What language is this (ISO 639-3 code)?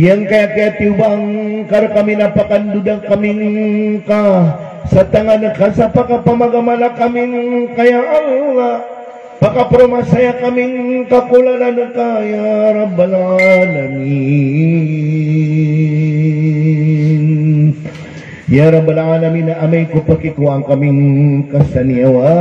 mrw